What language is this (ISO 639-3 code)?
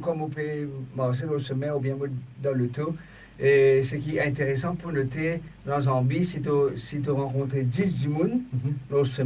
mfe